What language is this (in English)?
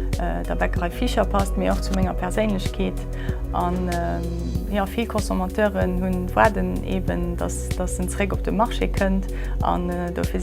Luxembourgish